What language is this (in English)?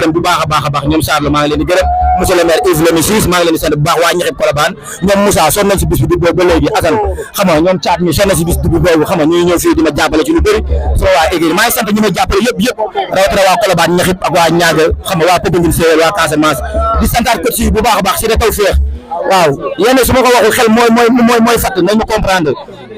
Wolof